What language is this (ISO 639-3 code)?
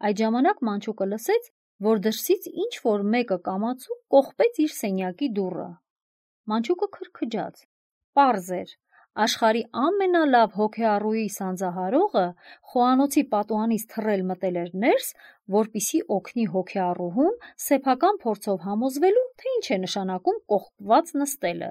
hye